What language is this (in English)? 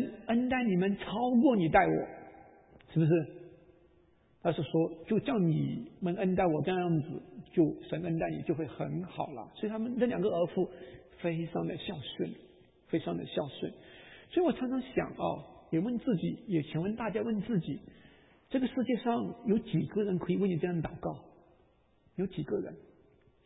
Chinese